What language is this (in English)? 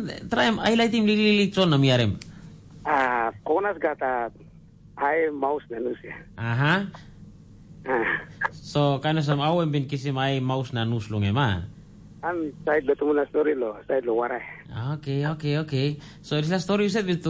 Tok Pisin